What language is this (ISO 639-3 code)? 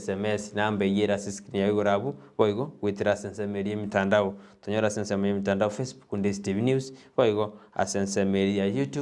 guz